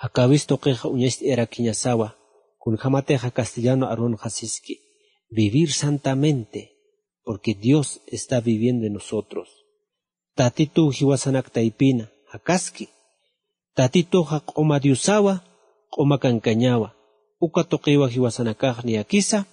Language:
Aymara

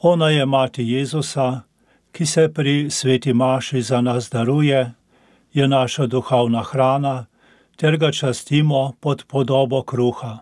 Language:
Slovenian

